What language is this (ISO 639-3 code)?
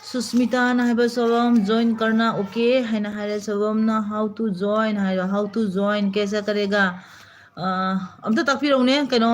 mni